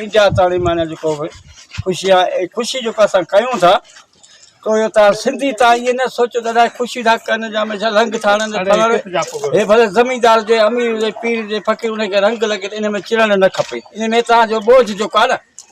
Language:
Sindhi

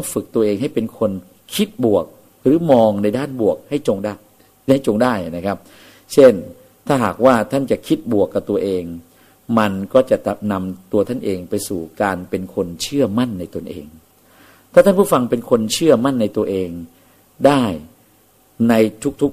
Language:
Thai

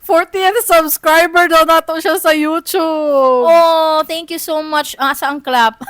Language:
Cebuano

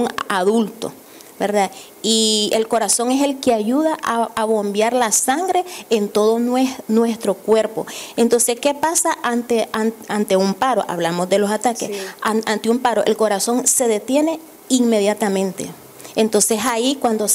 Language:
Spanish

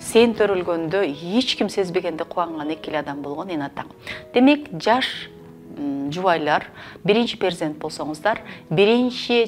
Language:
Kyrgyz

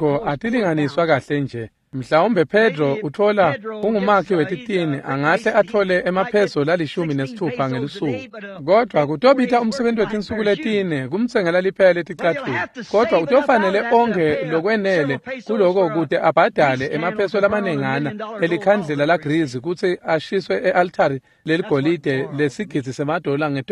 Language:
Swati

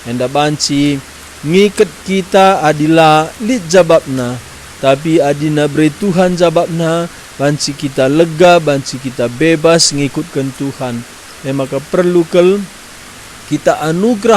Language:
Batak Karo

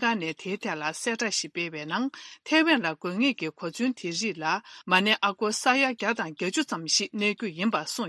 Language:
Tibetan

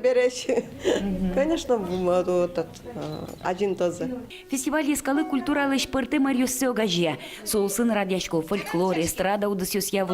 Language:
Udmurt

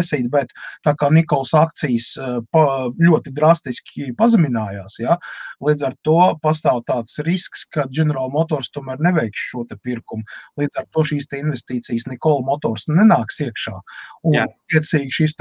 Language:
Latvian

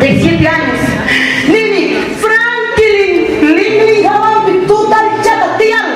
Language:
Ayacucho Quechua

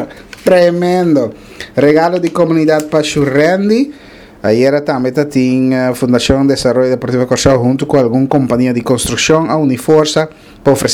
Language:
Papiamento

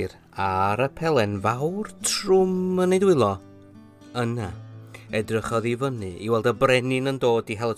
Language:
Welsh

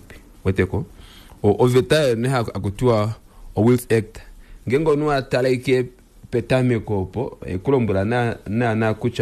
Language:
Kuanyama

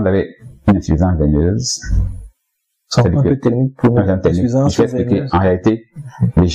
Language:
French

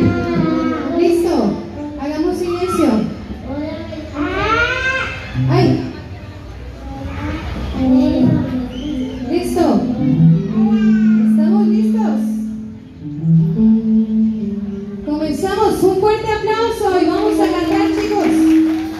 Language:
Spanish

